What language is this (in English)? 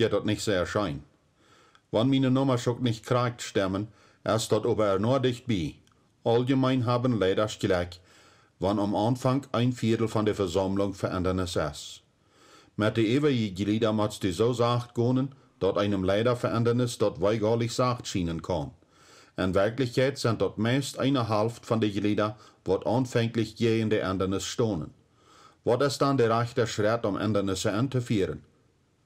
Plautdietsch